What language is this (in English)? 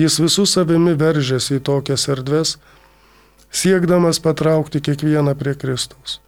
Lithuanian